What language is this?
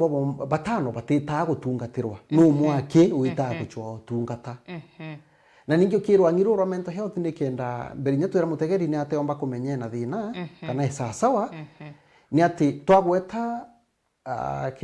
Meru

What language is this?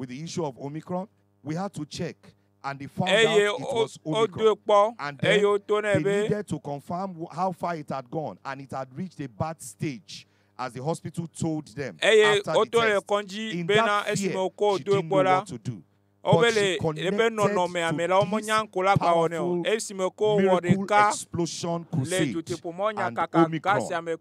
Ewe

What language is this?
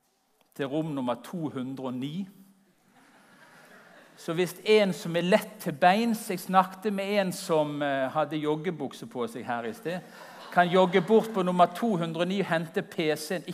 Norwegian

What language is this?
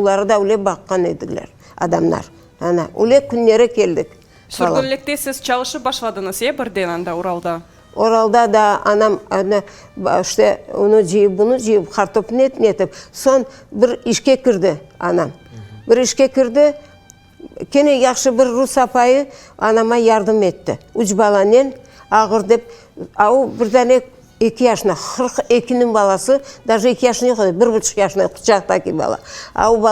Crimean Tatar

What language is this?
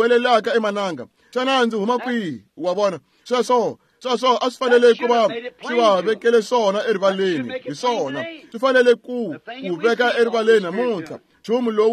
Tsonga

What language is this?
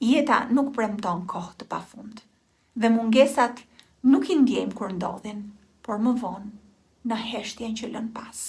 Albanian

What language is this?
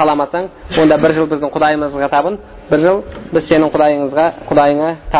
Kazakh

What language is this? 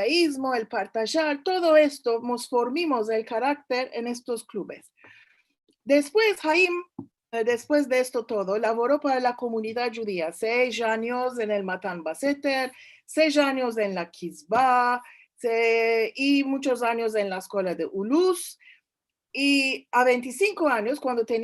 Ladino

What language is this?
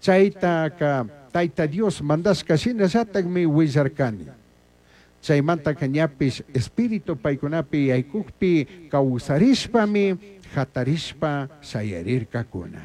Chimborazo Highland Quichua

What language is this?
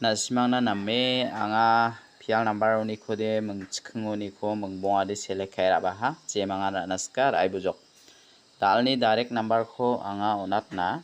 Garo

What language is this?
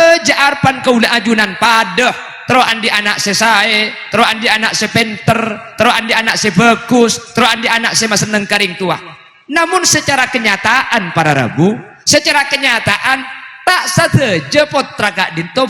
Madurese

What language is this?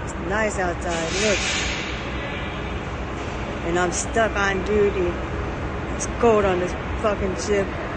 English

